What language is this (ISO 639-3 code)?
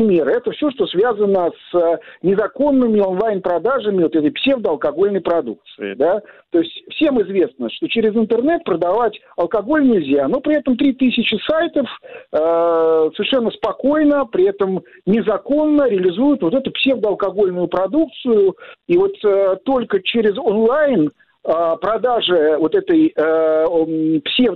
rus